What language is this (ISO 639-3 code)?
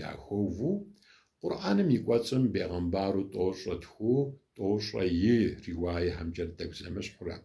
kbd